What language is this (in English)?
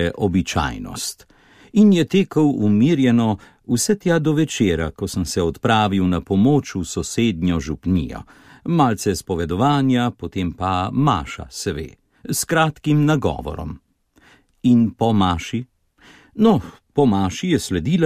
Slovenian